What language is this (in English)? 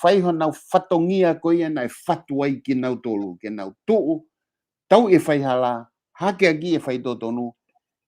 Tongan